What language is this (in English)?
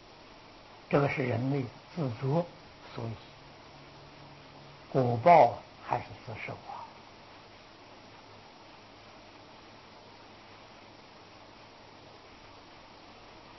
Chinese